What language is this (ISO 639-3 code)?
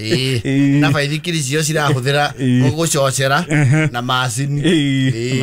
kik